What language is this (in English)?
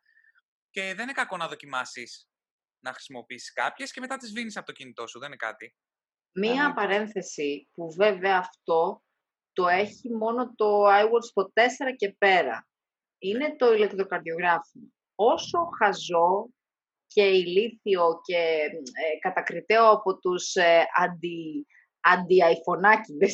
Greek